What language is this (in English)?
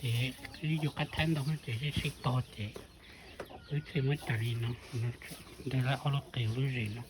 Hmong